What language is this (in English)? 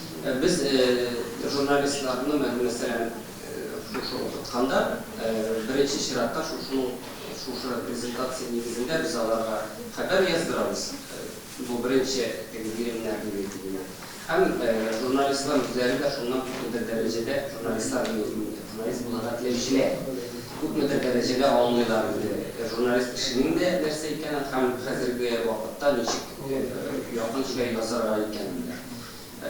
Tatar